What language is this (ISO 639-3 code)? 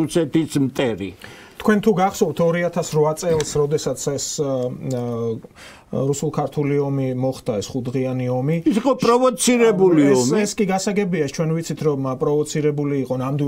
kat